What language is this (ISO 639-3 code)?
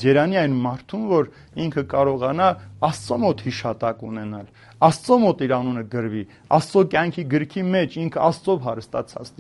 hye